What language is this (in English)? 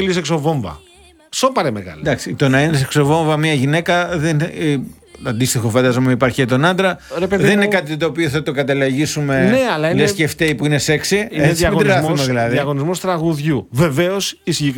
Greek